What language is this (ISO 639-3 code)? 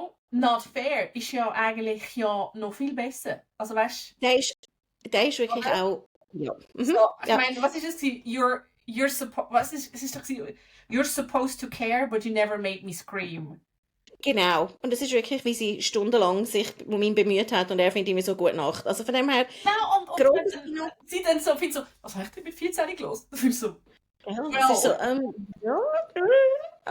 gsw